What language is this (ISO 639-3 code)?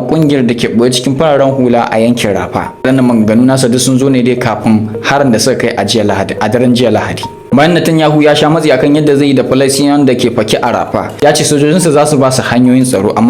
hau